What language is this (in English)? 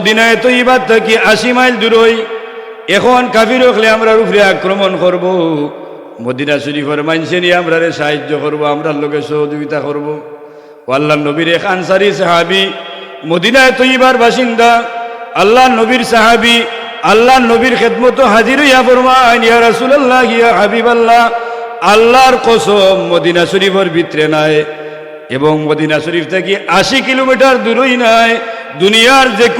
Sylheti